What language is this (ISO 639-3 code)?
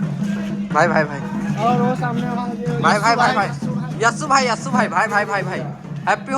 hne